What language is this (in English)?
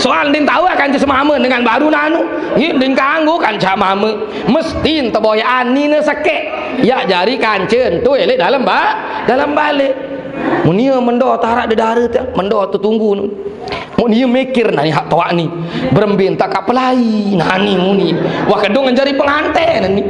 Sasak